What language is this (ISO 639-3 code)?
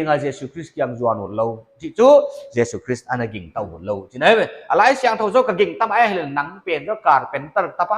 pck